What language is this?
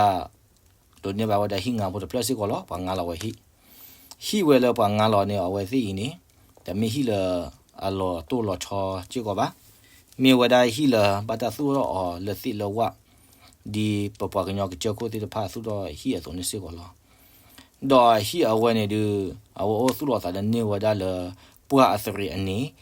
S'gaw Karen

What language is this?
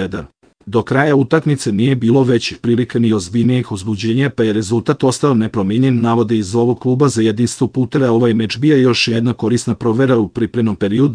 Serbian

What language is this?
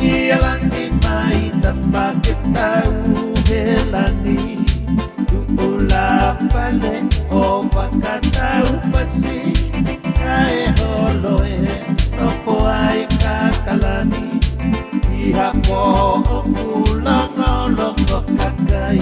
Tongan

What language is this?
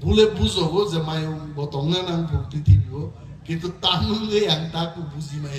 Kok Borok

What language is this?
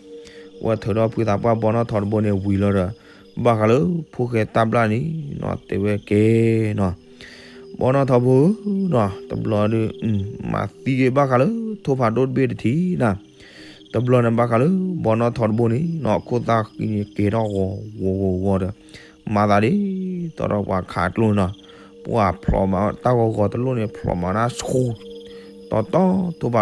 S'gaw Karen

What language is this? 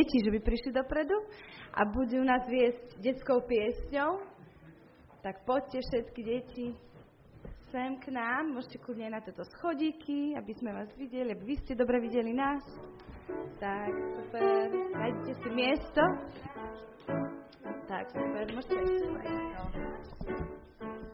Slovak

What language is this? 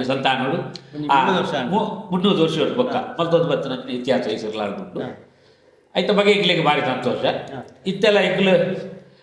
Tulu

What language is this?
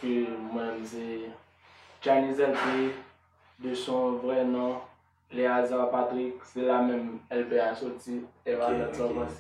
Haitian Creole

